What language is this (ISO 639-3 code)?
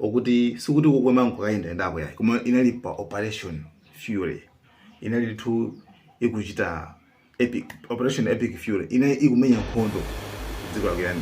nya